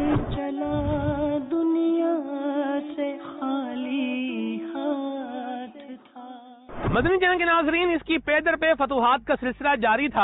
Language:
Urdu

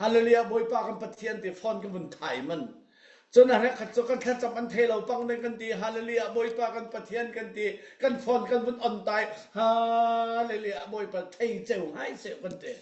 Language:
Falam Chin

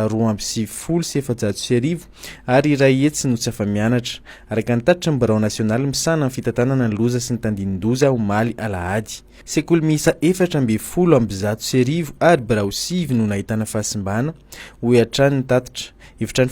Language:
Malagasy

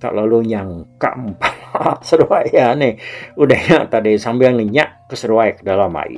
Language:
Iban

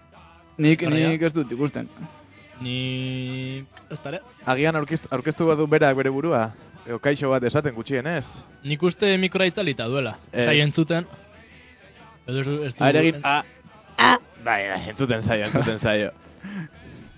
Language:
Basque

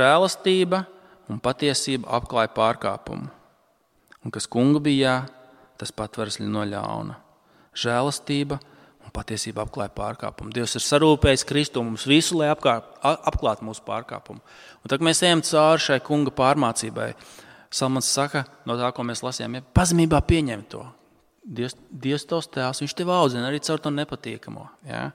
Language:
Latvian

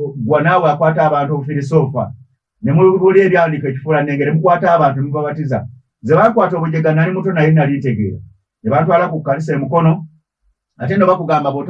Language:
Ganda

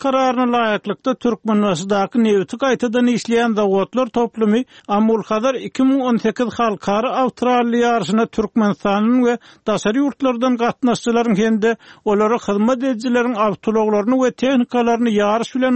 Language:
Turkmen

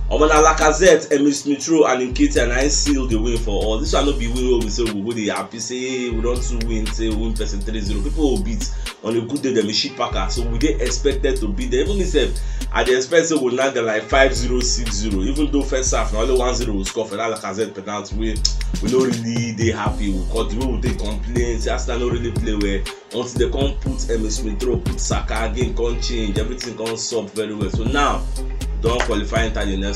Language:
Nigerian Pidgin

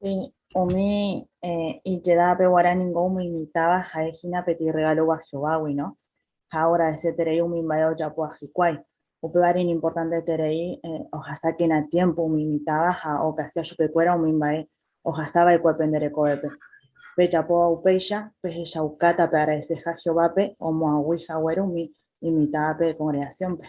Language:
Guarani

